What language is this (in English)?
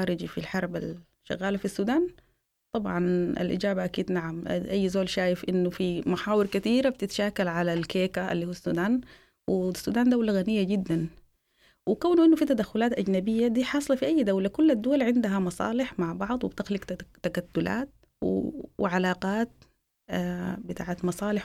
Sudanese Arabic